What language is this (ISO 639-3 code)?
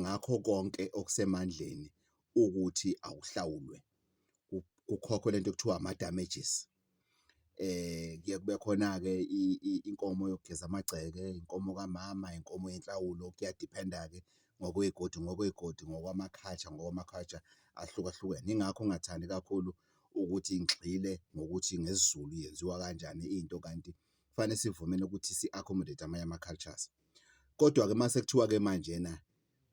zul